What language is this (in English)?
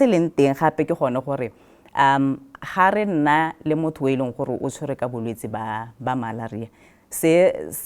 Tswana